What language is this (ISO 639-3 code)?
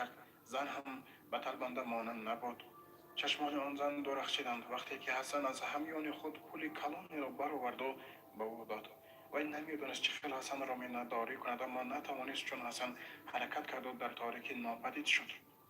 tgk